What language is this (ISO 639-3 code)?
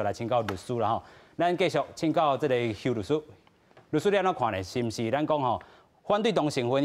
nan